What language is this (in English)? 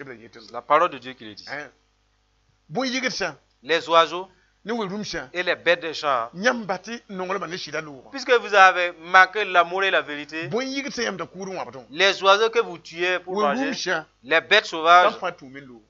Mossi